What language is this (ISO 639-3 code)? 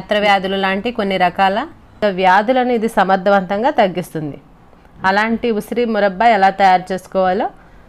tel